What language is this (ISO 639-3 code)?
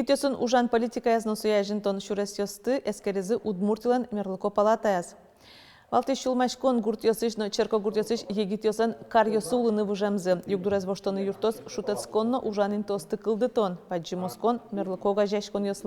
udm